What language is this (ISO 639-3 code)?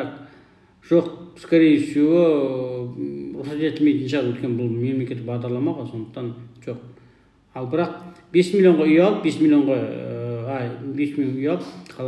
kaz